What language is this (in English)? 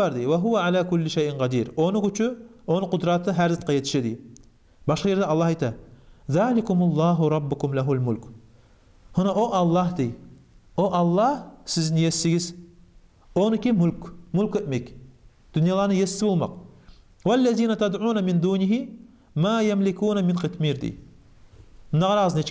Kumyk